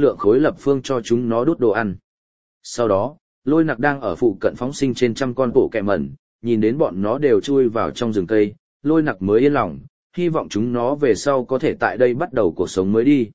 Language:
Vietnamese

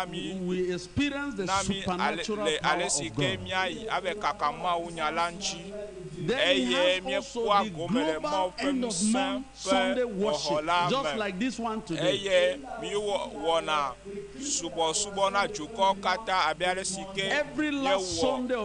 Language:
Ewe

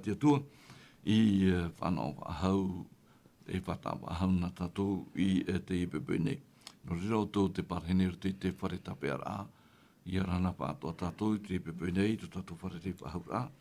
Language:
Tahitian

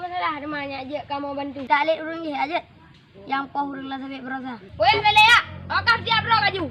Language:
Achinese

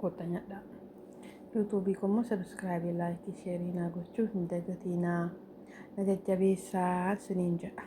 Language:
Oromo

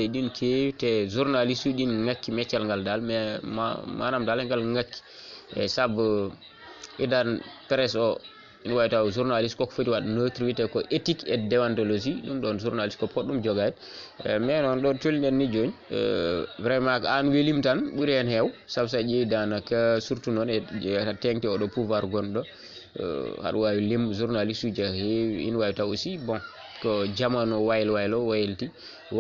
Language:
Fula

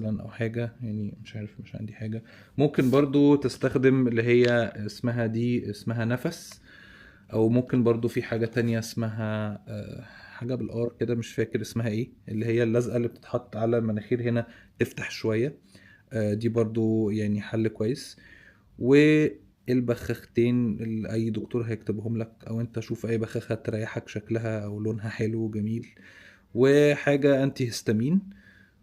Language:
Egyptian Arabic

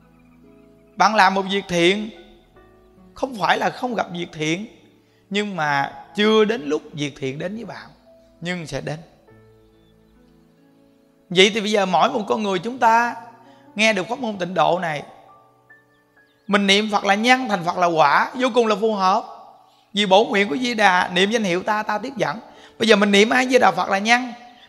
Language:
Vietnamese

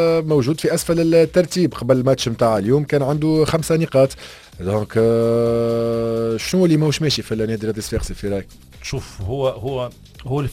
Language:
Tunisian Arabic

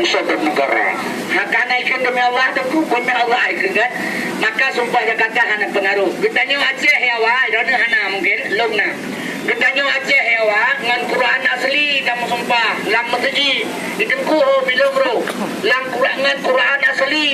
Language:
Achinese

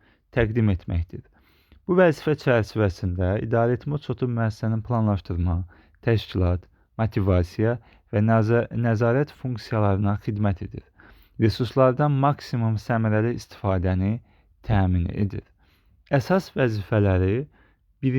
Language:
Azerbaijani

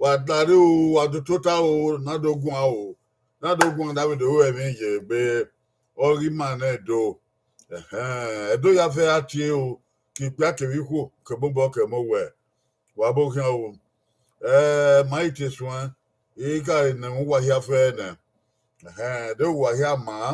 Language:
Bini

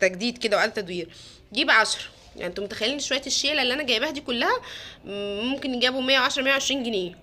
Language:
Egyptian Arabic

